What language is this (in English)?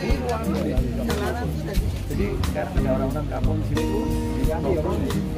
Indonesian